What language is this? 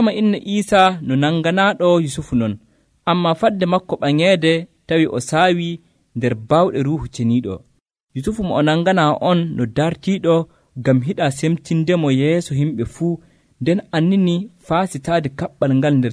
Nigerian Fulfulde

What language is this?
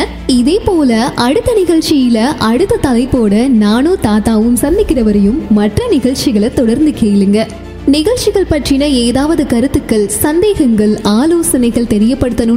Tamil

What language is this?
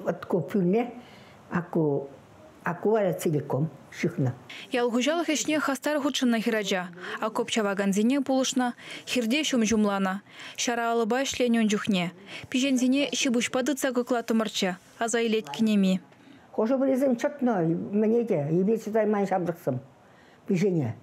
Chuvash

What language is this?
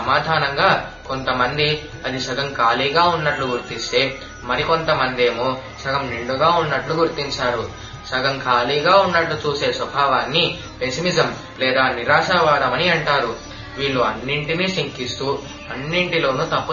Telugu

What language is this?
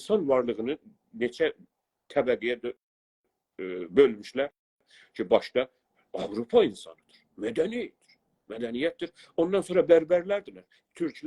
South Azerbaijani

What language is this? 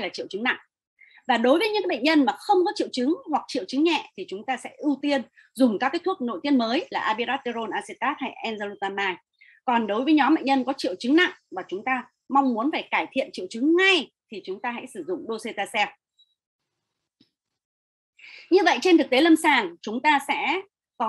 Vietnamese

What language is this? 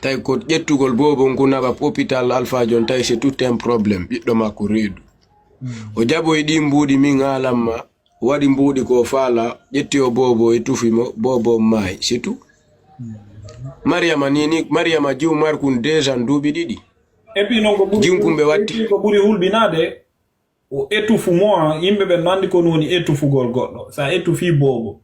Fula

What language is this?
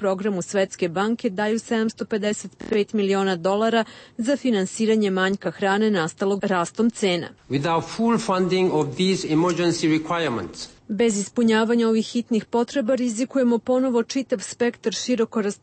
Serbian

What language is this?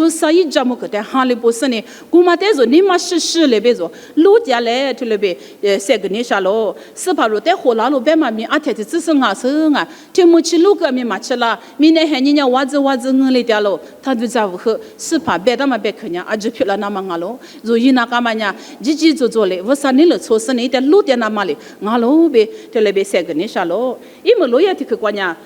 Lisu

